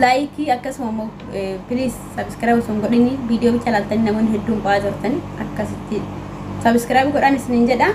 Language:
Oromo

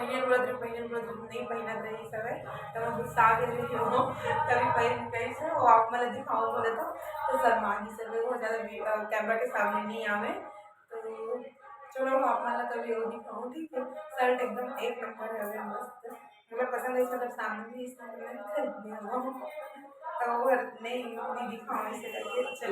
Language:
Chhattisgarhi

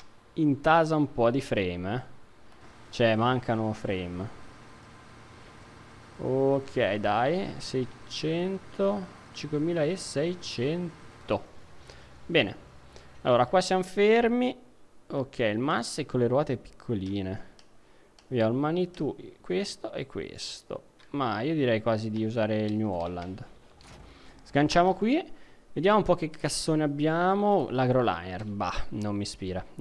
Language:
Italian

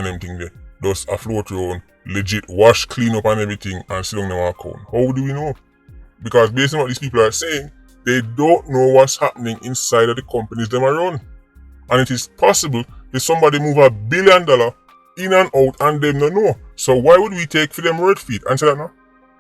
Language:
Jamaican Creole English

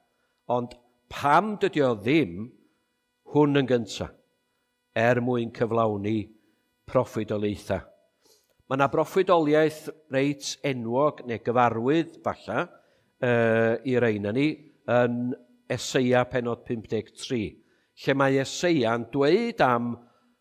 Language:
Welsh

